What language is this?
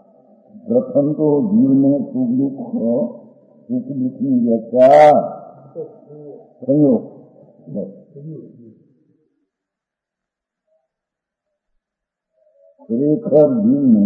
Gujarati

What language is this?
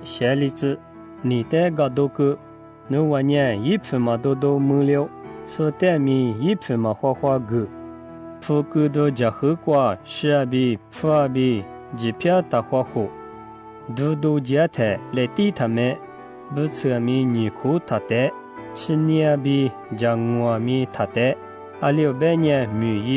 Lisu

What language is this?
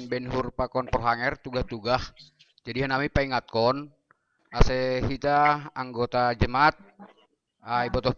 Batak Simalungun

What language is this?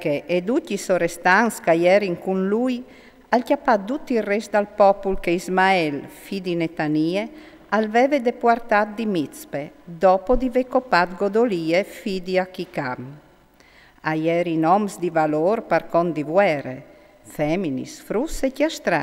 Friulian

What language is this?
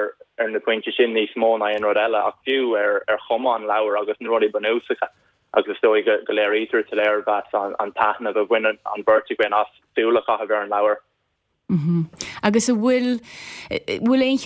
Irish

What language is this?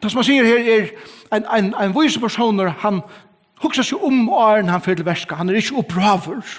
Faroese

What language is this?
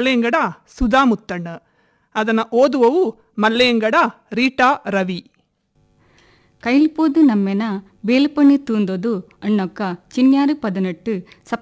Kannada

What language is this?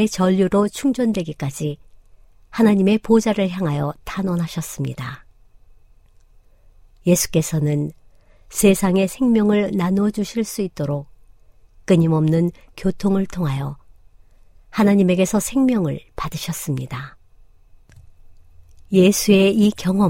Korean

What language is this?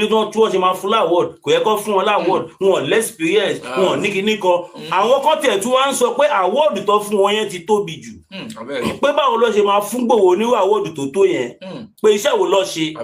Yoruba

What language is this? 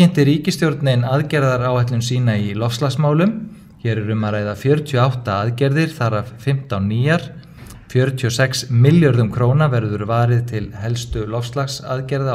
Icelandic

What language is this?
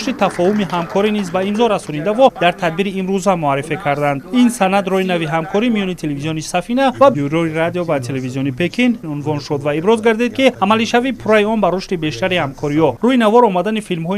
Tajik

